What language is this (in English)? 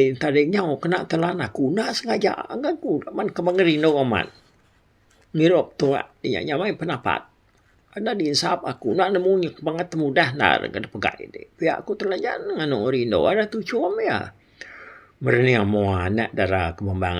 Iban